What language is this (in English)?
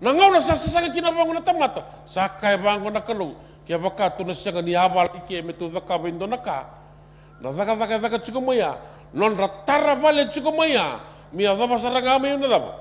Fijian